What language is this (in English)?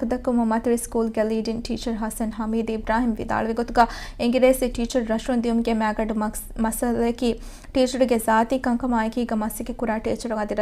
Divehi